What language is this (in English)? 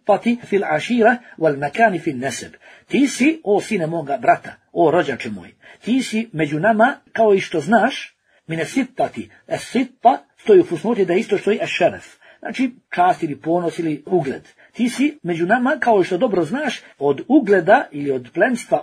Bosnian